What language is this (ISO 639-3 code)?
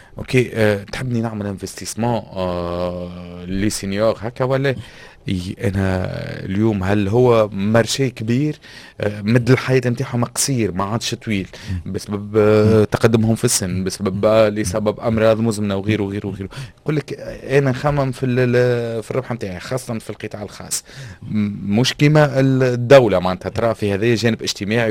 aeb